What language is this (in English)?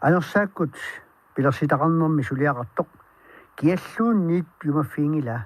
Kalaallisut